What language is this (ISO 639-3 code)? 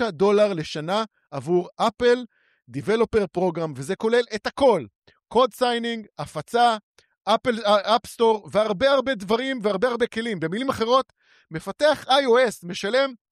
heb